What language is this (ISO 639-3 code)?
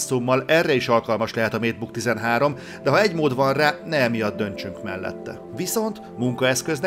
hun